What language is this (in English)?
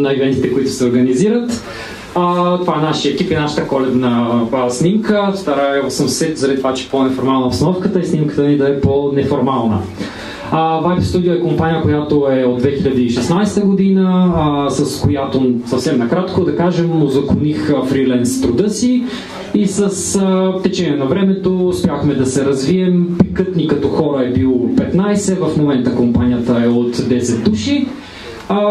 Bulgarian